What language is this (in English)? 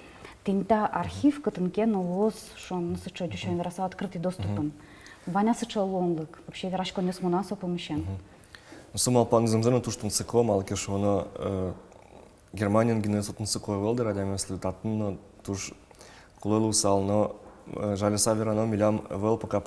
Udmurt